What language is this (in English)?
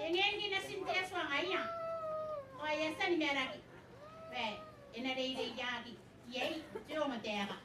Gilbertese